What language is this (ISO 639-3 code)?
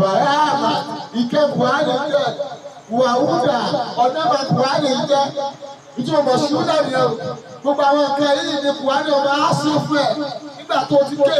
yor